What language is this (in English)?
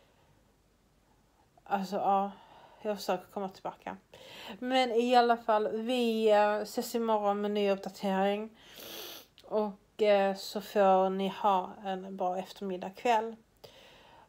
Swedish